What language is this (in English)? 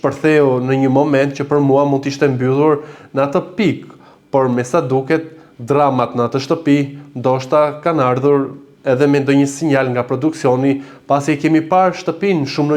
Albanian